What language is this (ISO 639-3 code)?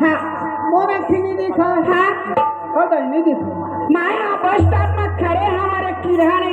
hne